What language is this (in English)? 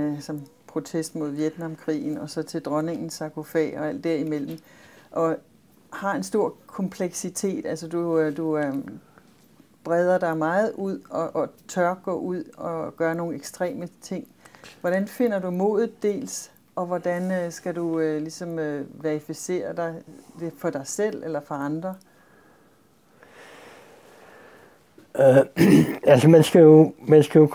Danish